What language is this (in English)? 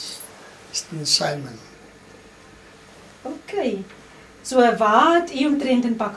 Afrikaans